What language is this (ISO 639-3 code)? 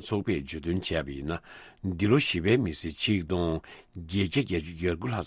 bod